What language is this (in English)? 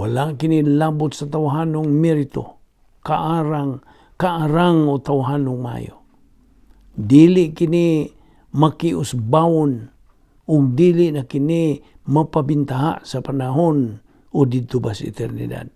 Cebuano